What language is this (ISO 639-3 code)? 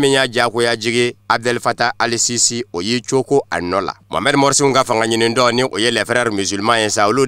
bam